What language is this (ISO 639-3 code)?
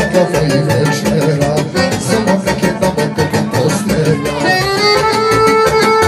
srp